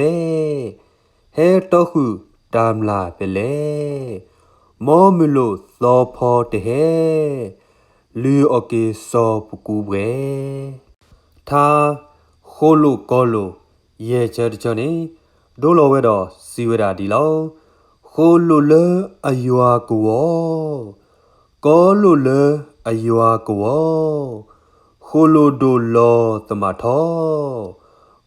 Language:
S'gaw Karen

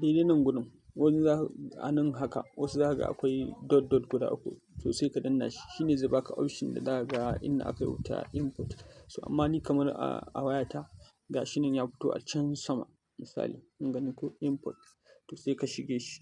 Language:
Hausa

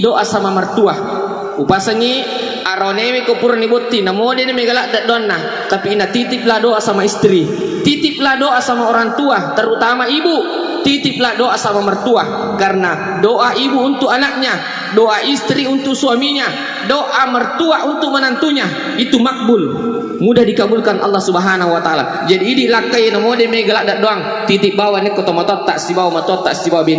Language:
Buginese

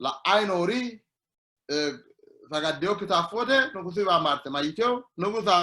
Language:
Sidamo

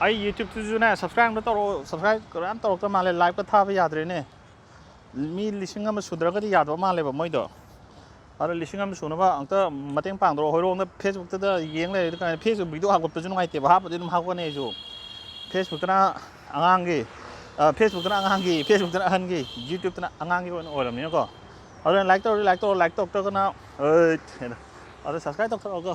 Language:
Manipuri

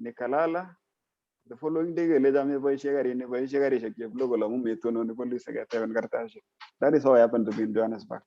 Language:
Kalenjin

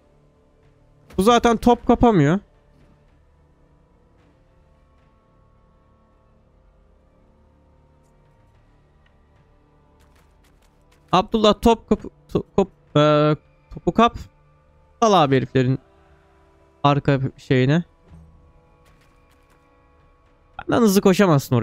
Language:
Turkish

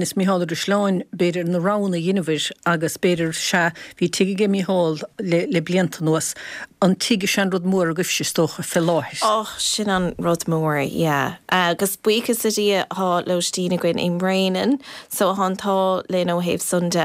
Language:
Irish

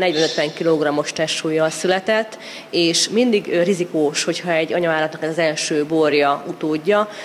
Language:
Hungarian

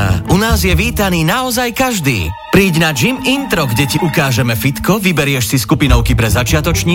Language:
Slovak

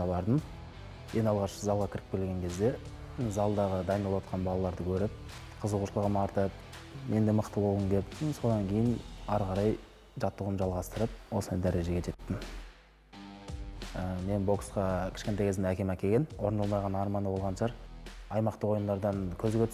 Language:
Kazakh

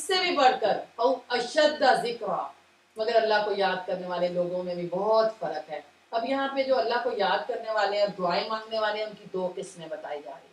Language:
Urdu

